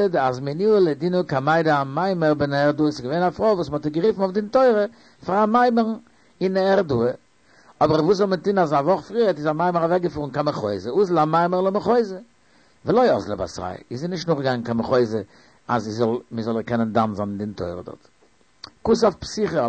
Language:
Yiddish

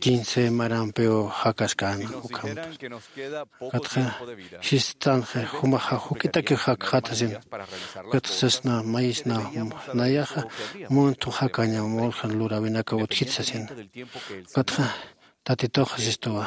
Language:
Aymara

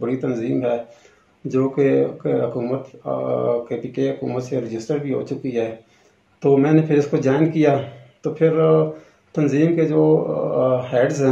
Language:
Urdu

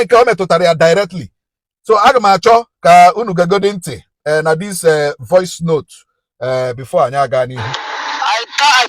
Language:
Igbo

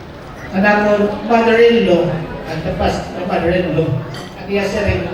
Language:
Waray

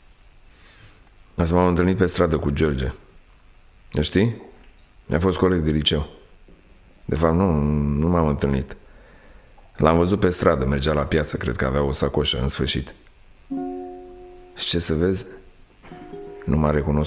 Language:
Romanian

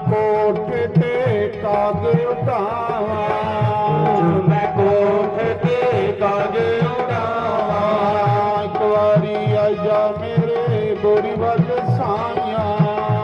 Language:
Dogri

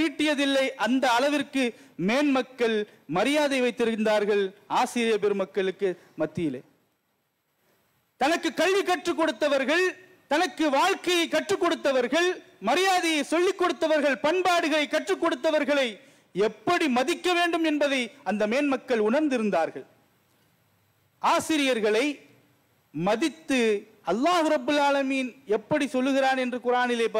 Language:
Tamil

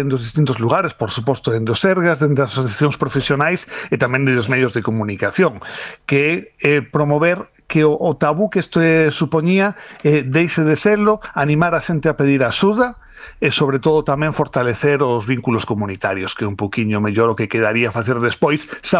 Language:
Galician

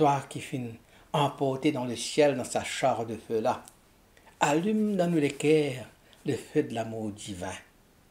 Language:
Morisyen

